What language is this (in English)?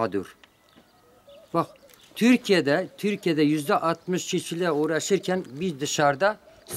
Turkish